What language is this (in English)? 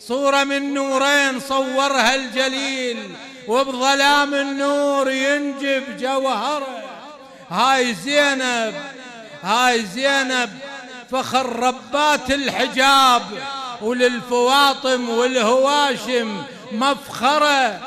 Mesopotamian Arabic